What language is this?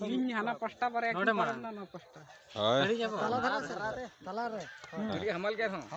Santali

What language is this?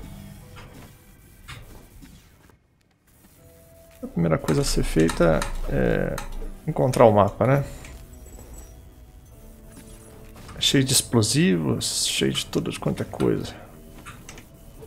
Portuguese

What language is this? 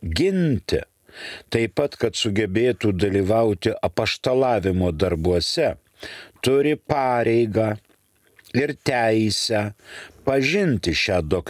Lithuanian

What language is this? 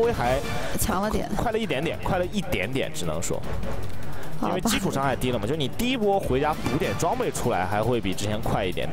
Chinese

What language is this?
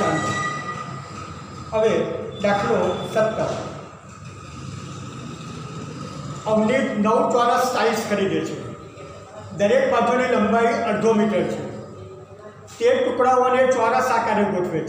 Gujarati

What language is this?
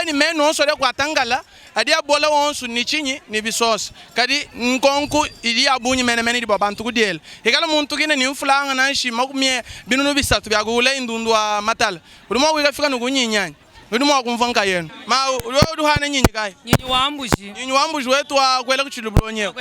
Luba-Lulua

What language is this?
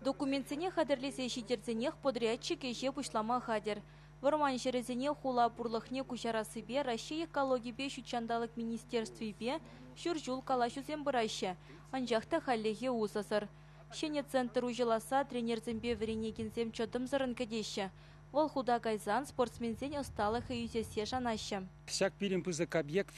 Chuvash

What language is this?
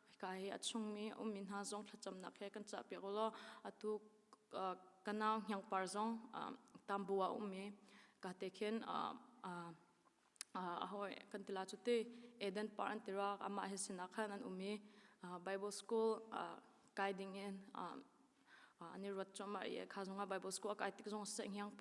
Hakha Chin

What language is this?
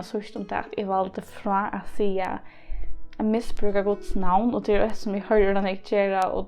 Faroese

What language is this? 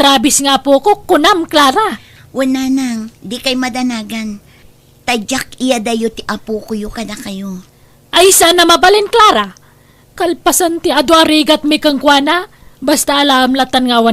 Iloko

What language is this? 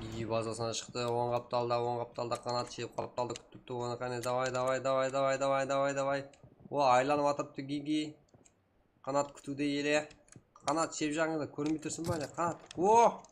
Kara-Kalpak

